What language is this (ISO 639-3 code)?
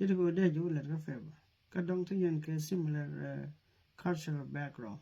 nus